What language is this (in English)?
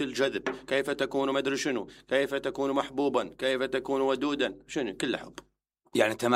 Mesopotamian Arabic